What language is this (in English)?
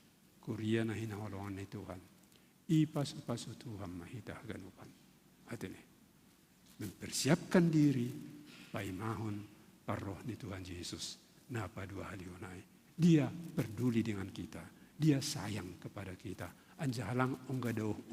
Batak Simalungun